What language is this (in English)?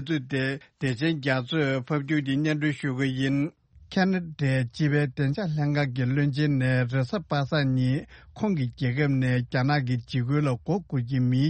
Tibetan